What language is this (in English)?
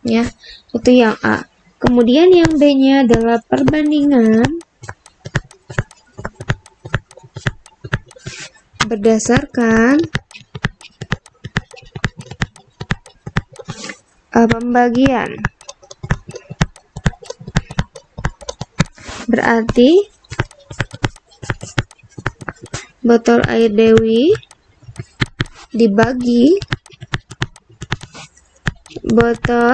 Indonesian